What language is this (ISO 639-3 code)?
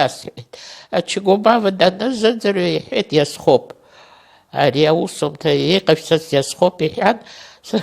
abk